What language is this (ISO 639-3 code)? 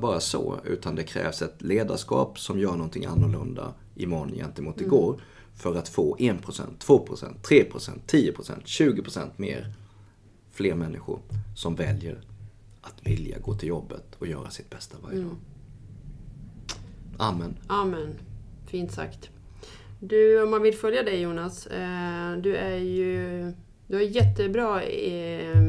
swe